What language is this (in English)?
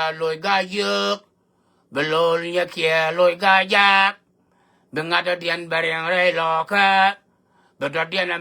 Nuer